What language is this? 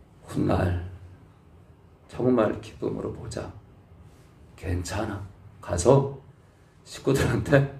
Korean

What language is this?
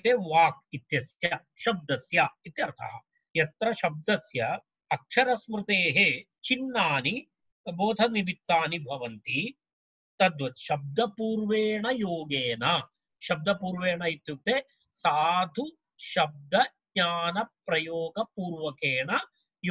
Sanskrit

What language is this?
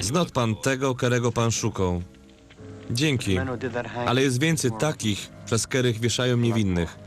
Silesian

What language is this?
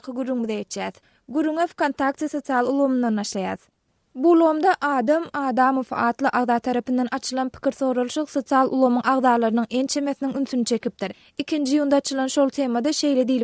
Turkmen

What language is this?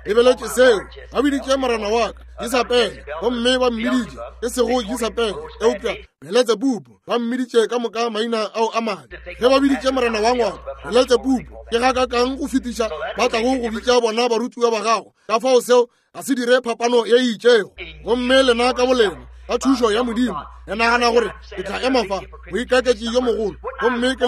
Northern Sotho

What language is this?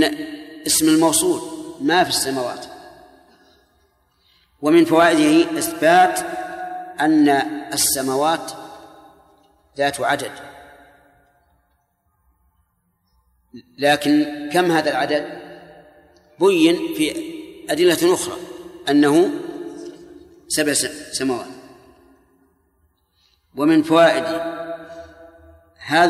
Arabic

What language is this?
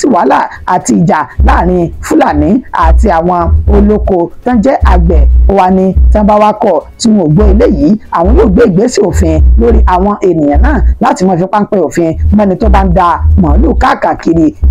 Yoruba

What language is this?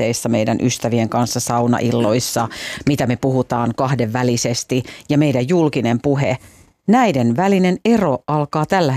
Finnish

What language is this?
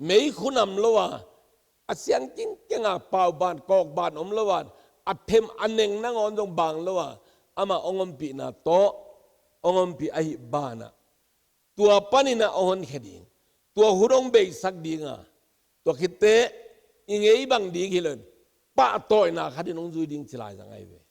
Tedim Chin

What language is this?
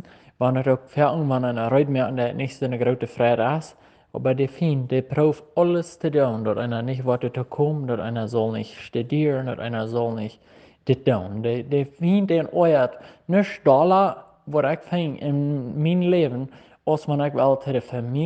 Plautdietsch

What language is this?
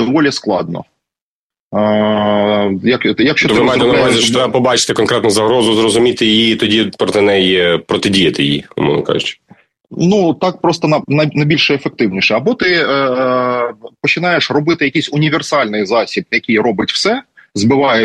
Ukrainian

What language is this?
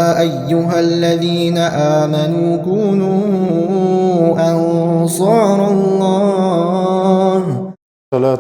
Ingush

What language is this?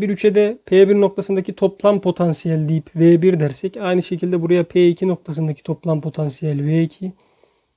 Turkish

